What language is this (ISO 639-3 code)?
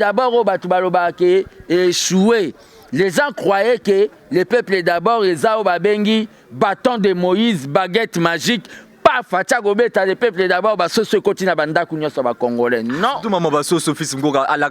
lin